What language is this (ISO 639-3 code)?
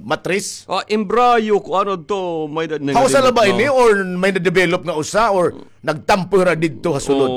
war